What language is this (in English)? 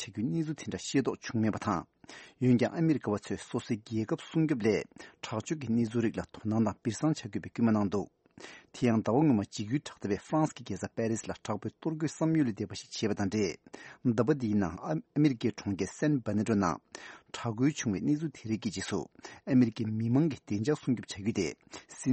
Tibetan